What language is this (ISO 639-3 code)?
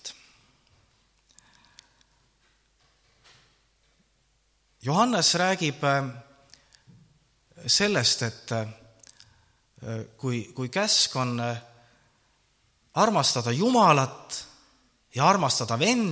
est